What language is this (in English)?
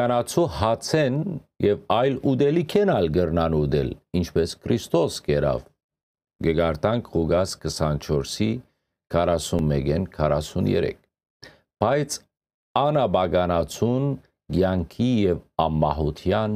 Western Armenian